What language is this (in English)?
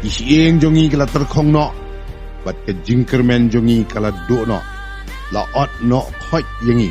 Khasi